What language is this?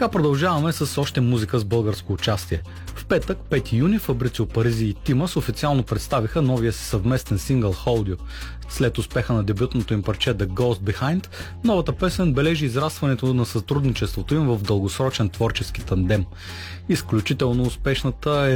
Bulgarian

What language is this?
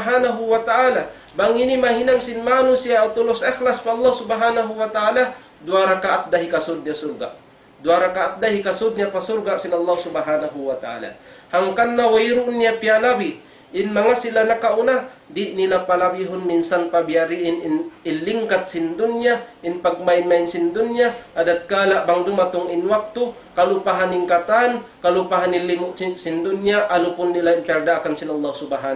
Tausug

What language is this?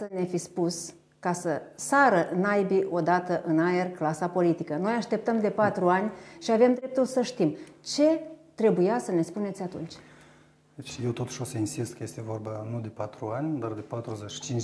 Romanian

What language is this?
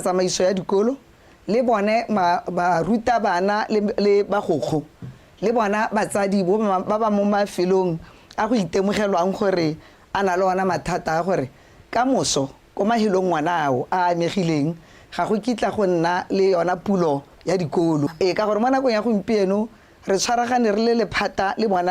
Tswana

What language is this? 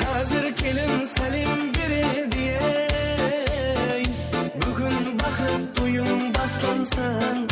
Kara-Kalpak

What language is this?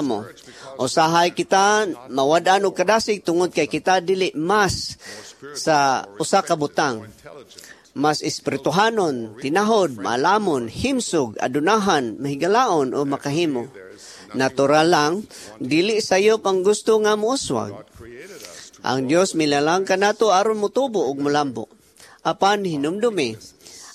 Cebuano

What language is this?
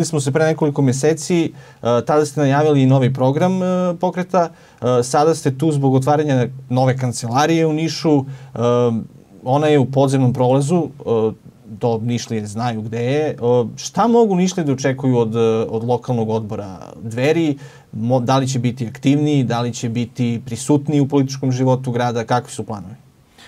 Serbian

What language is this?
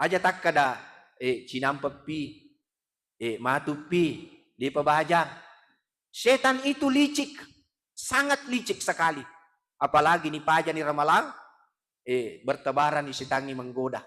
Buginese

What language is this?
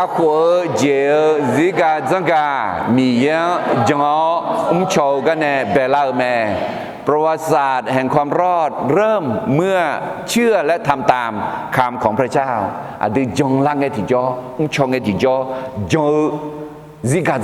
Akha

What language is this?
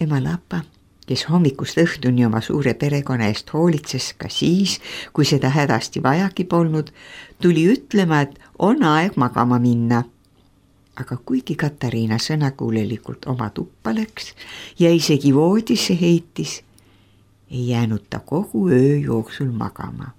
Estonian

